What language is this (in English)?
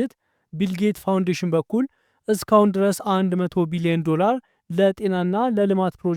Amharic